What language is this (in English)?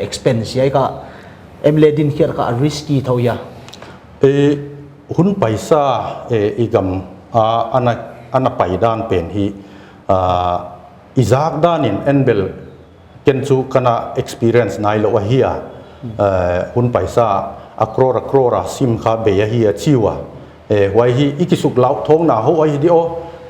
Paite Chin